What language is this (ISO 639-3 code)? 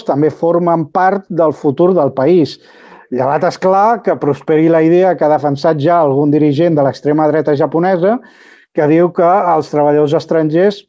cat